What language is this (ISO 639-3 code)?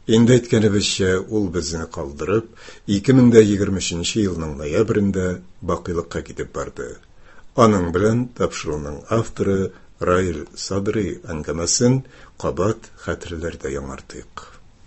tat